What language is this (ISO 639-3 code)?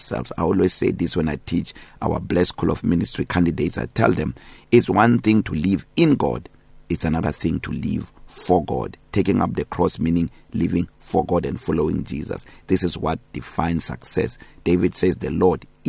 eng